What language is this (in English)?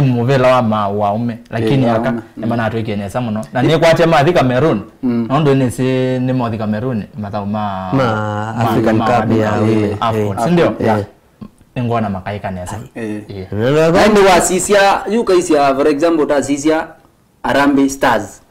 Kamba